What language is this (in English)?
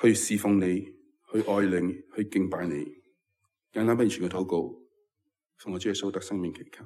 Cantonese